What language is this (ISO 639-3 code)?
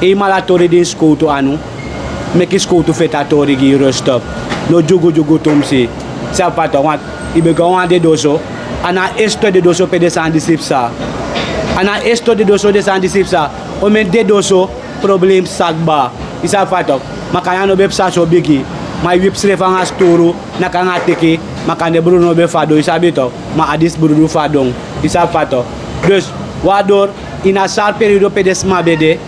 srn